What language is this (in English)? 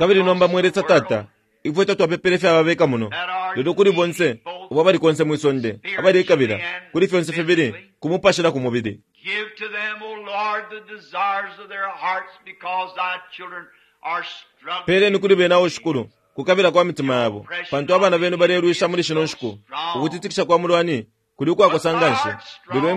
Bemba